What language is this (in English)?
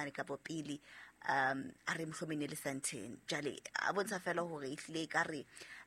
Southern Sotho